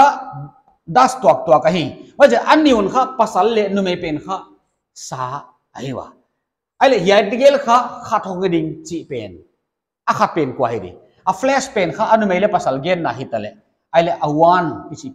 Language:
Paite Chin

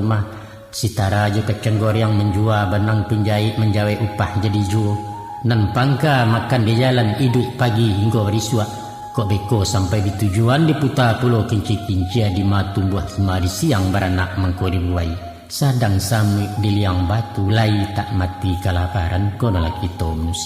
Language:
Minangkabau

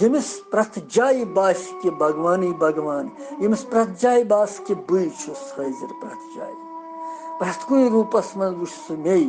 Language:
Kashmiri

